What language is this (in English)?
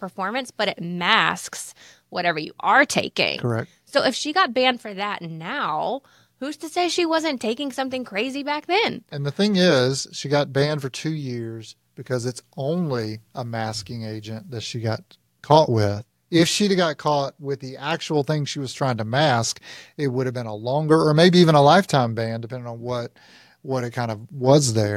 English